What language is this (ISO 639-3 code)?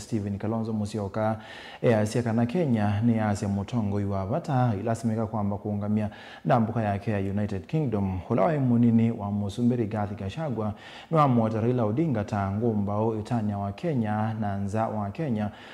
kam